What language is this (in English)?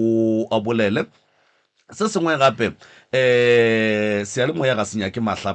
Northern Sotho